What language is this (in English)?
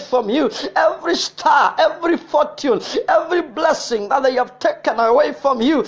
English